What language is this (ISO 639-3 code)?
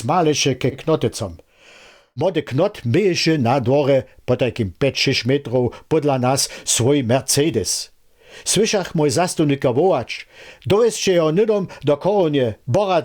hsb